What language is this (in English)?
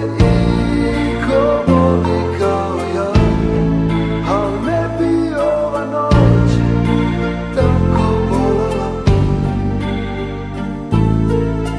Serbian